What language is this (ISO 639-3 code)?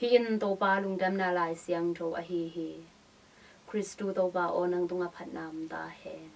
ctd